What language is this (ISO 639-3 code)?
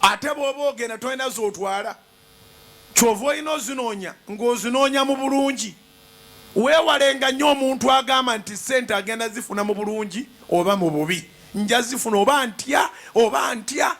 lug